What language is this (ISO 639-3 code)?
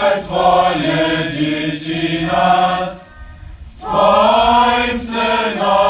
hsb